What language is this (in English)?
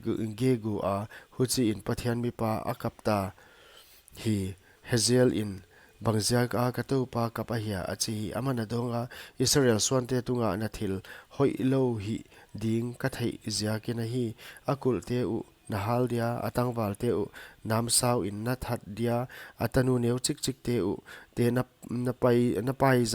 Paite Chin